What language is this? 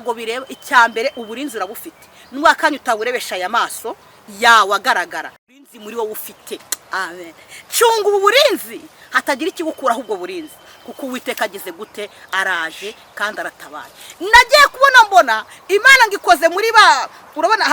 Kinyarwanda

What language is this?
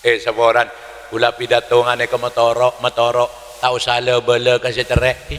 Madurese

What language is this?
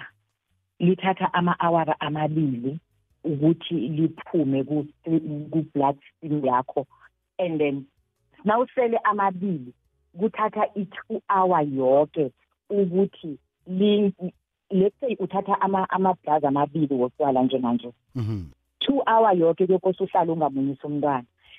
South Ndebele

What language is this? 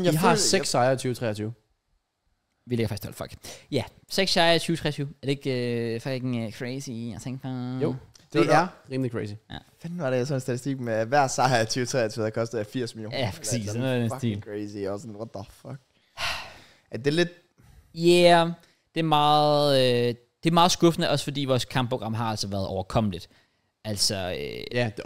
Danish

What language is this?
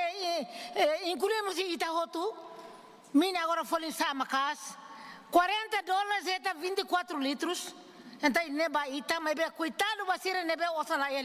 Tetum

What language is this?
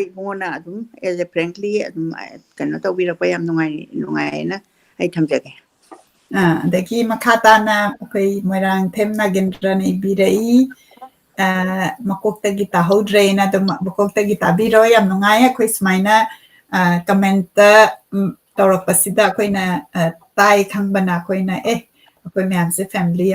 Manipuri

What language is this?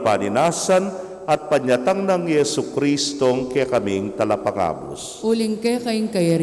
Pampanga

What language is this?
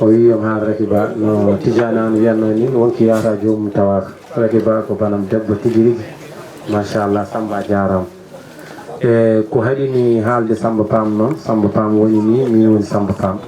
Fula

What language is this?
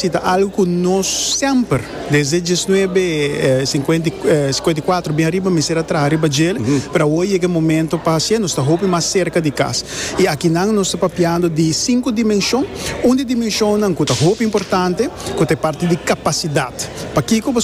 Papiamento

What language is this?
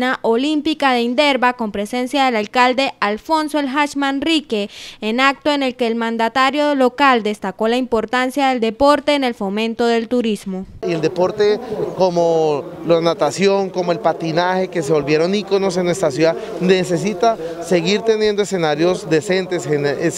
Spanish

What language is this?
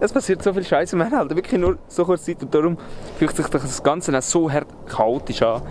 Swiss German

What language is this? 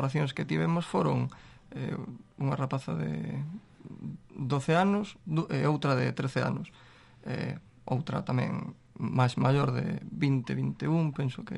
Galician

